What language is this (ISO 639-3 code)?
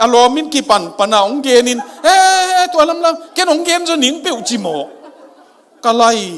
ctd